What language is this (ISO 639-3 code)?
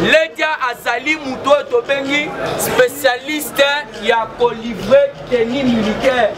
lin